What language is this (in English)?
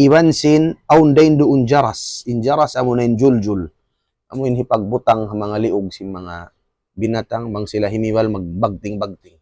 Tausug